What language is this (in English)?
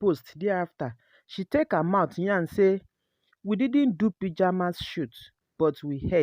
Nigerian Pidgin